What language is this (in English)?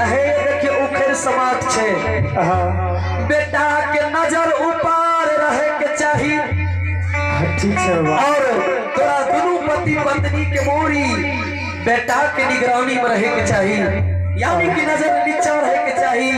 Maithili